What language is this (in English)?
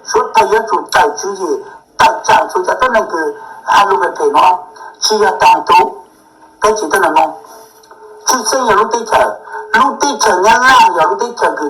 Hmong